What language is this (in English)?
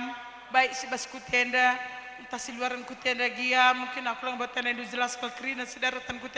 Batak Karo